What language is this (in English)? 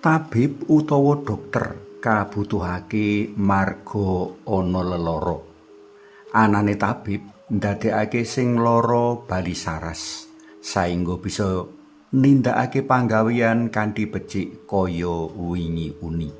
Javanese